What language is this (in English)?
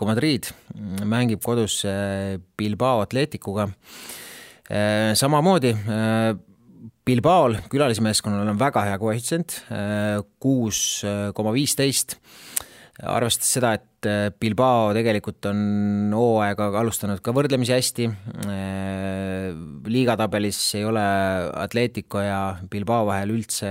Estonian